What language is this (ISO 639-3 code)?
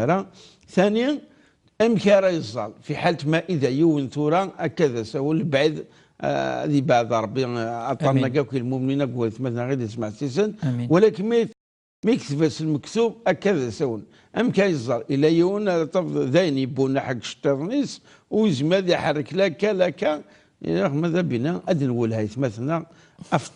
kab